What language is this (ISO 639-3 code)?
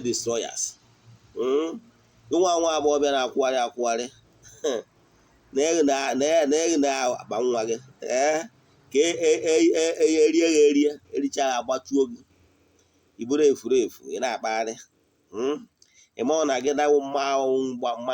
ibo